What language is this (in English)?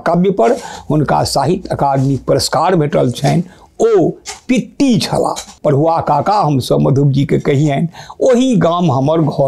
Maithili